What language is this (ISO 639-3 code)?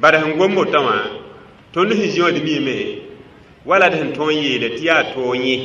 mos